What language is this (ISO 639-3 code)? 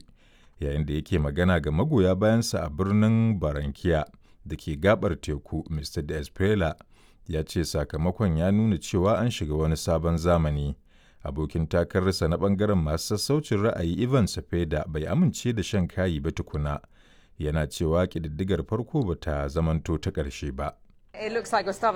hau